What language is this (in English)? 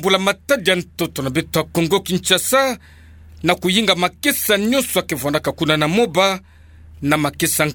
Kituba (Democratic Republic of Congo)